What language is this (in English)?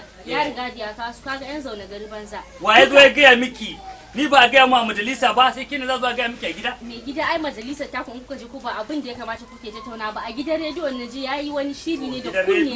Hausa